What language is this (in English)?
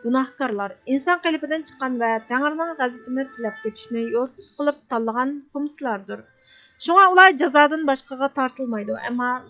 Uyghur